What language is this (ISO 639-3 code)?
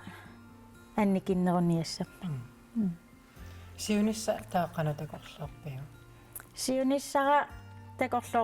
kal